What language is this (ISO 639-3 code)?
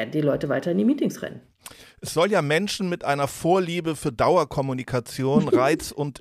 deu